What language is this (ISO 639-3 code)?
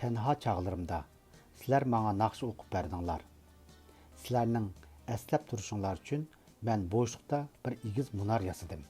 uig